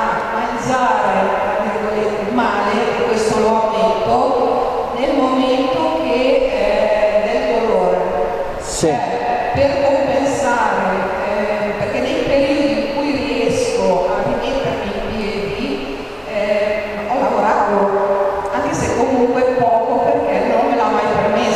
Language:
Italian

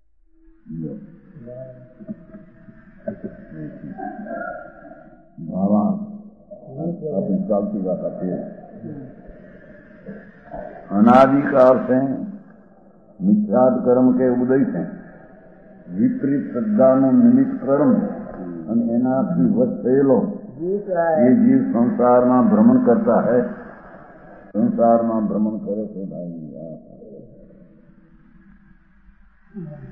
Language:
Gujarati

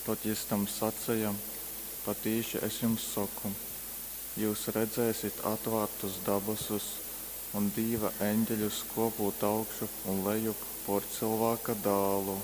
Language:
Latgalian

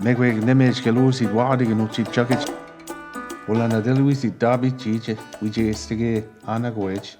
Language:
Mi'kmaw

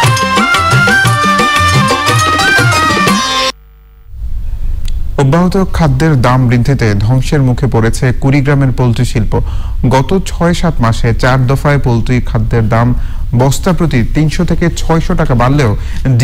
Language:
Bangla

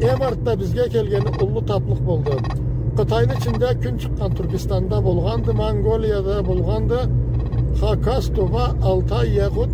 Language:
Karachay-Balkar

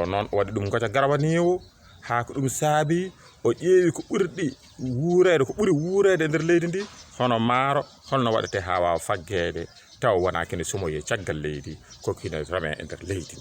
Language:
Fula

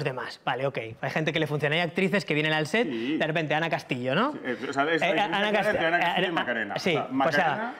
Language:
Spanish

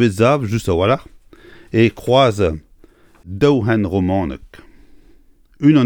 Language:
Breton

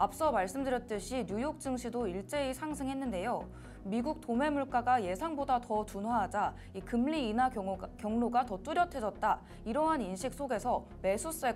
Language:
Korean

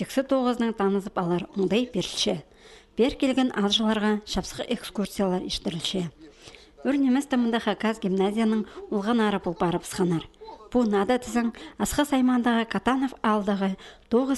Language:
Khakas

